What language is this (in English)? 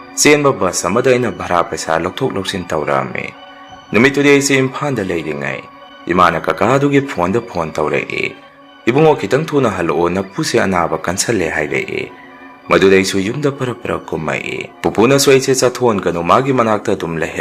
Manipuri